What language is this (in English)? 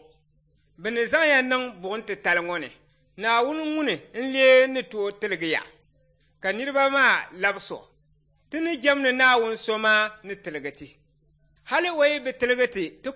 Dagbani